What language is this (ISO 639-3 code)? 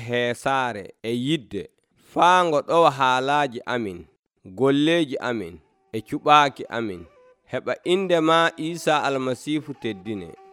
fuv